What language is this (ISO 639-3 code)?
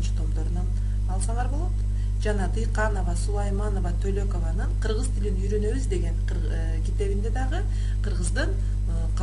kir